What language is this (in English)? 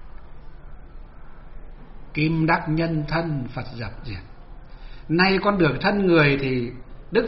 Vietnamese